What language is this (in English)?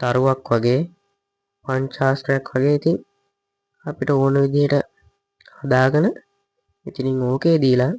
Sinhala